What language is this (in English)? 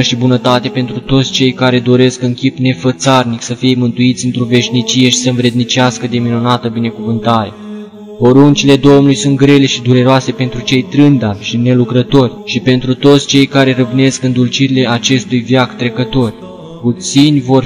Romanian